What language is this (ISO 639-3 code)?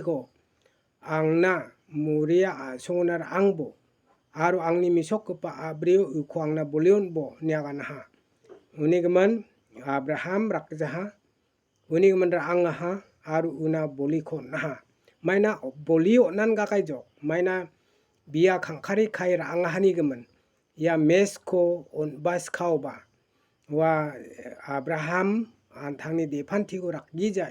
grt